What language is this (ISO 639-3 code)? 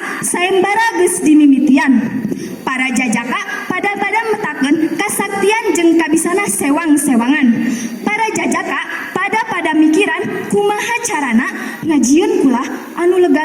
sun